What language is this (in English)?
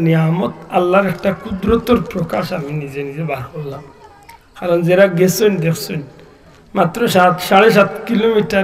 Sylheti